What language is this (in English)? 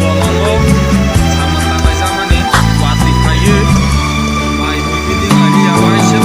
Kok Borok